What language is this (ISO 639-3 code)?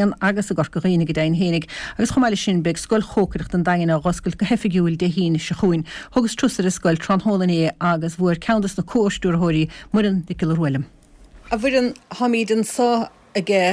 gle